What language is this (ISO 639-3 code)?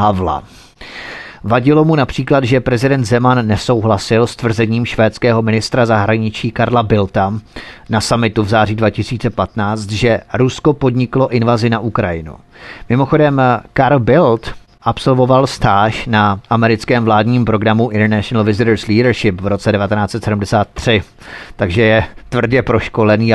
ces